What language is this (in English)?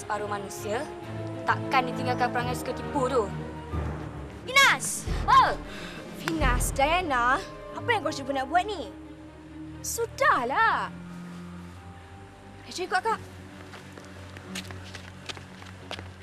Malay